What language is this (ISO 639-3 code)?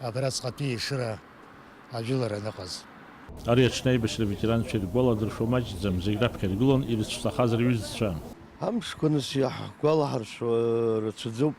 abk